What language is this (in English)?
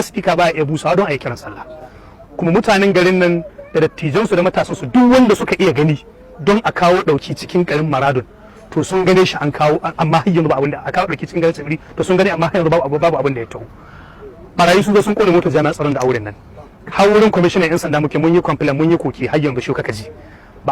Hausa